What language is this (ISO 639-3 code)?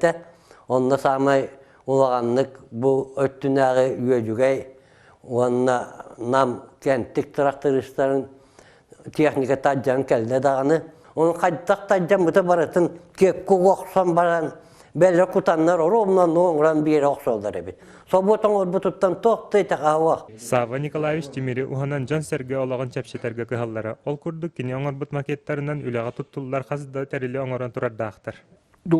sah